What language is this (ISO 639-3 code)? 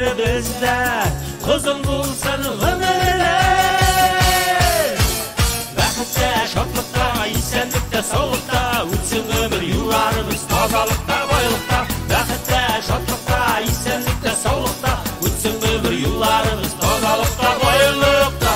tat